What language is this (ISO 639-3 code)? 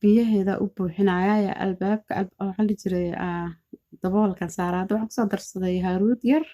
som